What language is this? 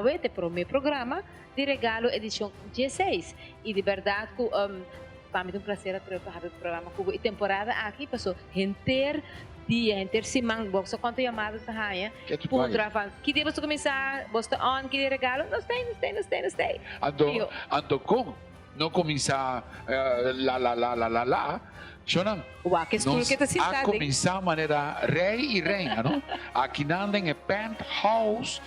Papiamento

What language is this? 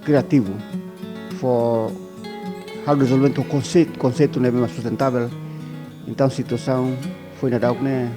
Tetum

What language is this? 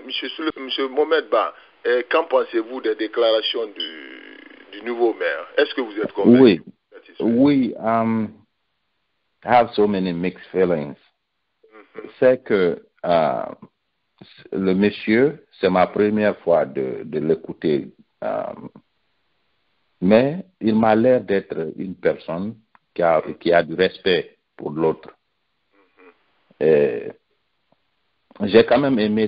French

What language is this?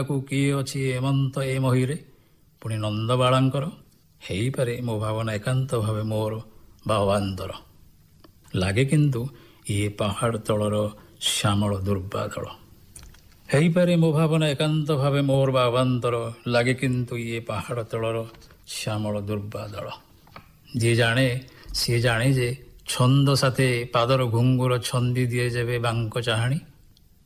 Odia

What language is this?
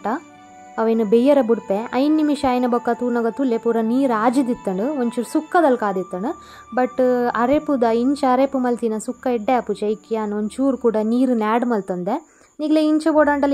Tulu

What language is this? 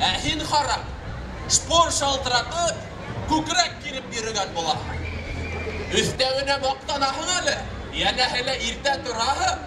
Bashkir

